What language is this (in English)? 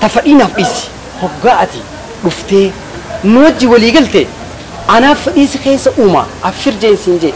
Oromo